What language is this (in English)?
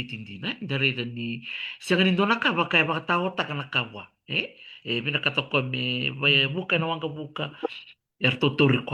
Fijian